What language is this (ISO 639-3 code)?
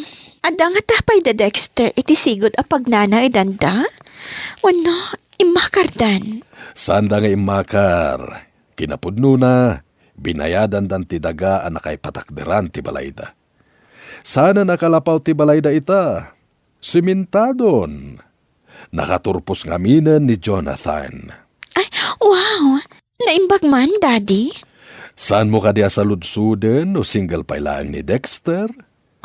ilo